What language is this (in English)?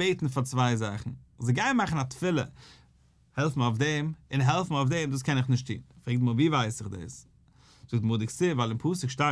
Yiddish